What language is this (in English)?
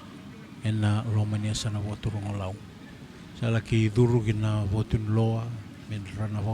Fijian